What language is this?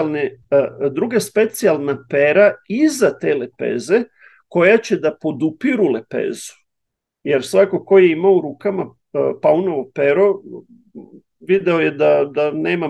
Serbian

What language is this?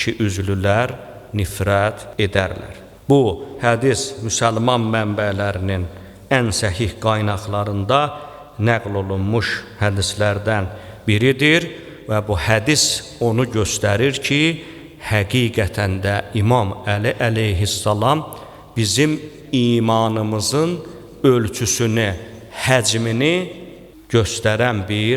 Azerbaijani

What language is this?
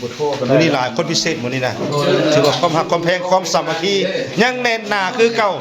Lao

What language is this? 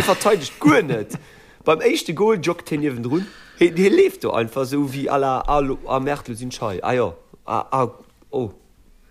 Luxembourgish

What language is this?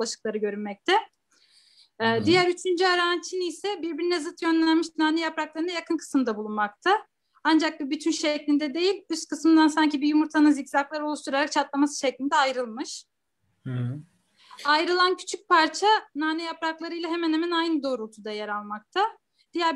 Turkish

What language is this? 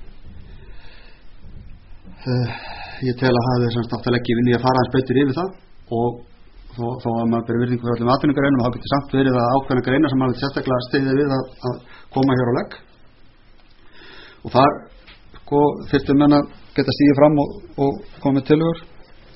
Icelandic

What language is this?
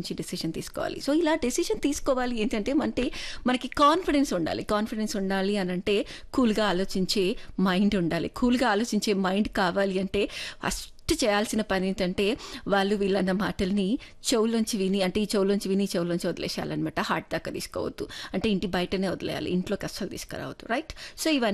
Telugu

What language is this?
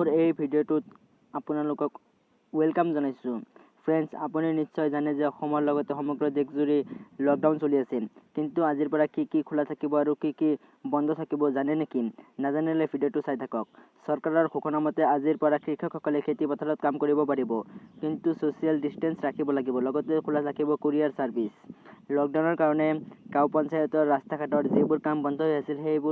Assamese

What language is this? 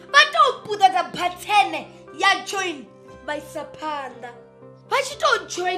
Venda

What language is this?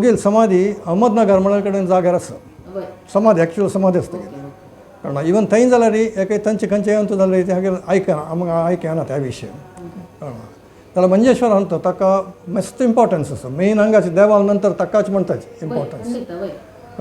Konkani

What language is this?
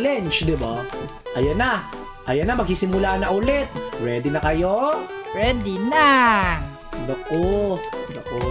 Filipino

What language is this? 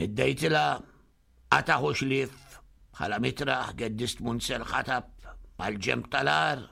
Maltese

